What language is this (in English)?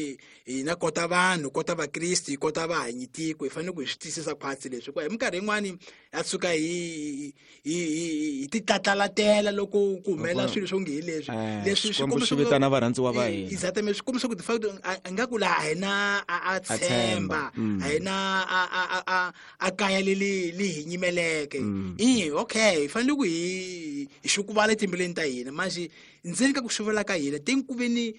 Tsonga